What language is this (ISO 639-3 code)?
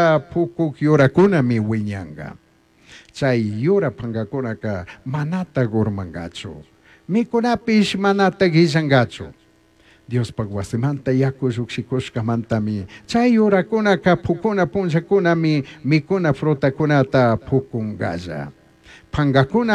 qug